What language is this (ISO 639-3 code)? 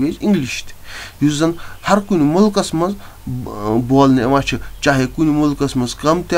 kas